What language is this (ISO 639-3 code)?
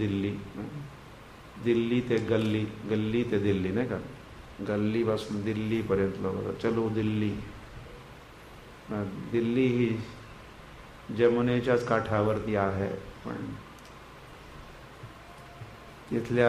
mar